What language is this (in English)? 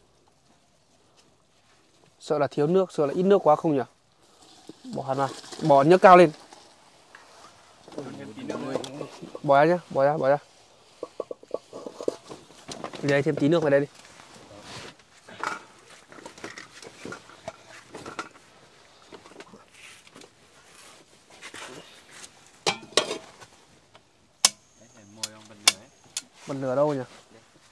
Vietnamese